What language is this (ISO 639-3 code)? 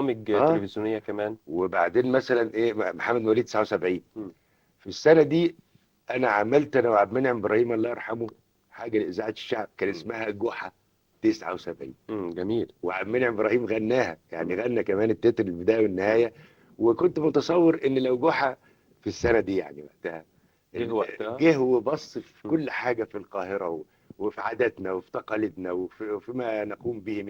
arz